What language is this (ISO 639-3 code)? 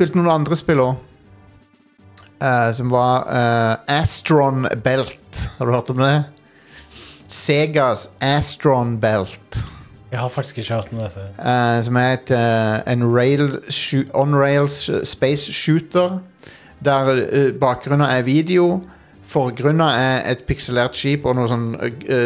nor